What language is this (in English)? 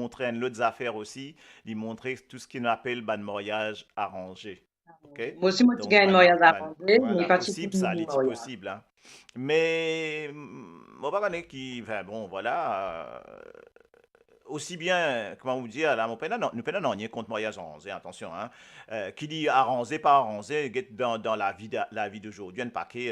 Morisyen